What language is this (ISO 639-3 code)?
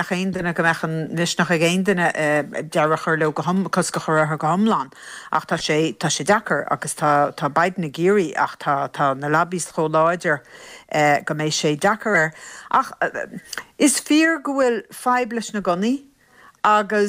gle